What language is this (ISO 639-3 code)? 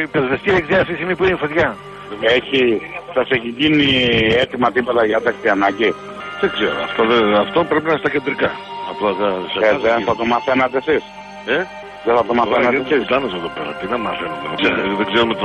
ell